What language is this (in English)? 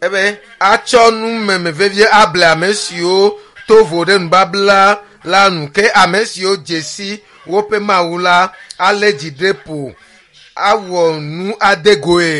Ewe